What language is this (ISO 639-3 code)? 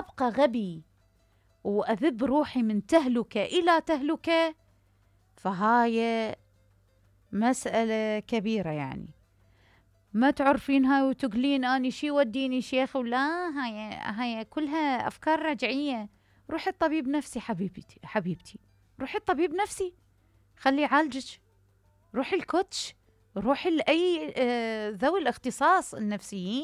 acm